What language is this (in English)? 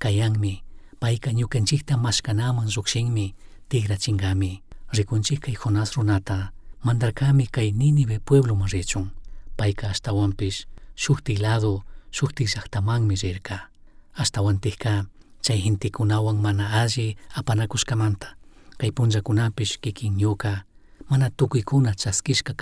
Chimborazo Highland Quichua